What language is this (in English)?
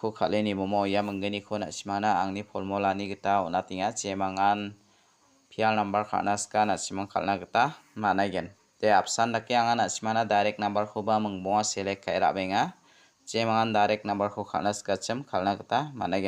Garo